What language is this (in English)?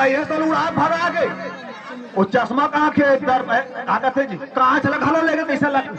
Chhattisgarhi